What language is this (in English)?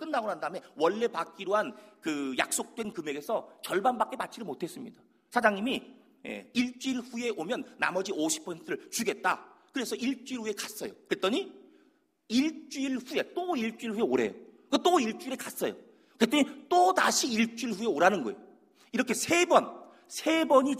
Korean